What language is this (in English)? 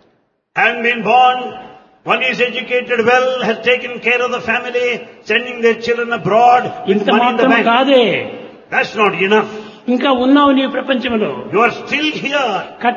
Telugu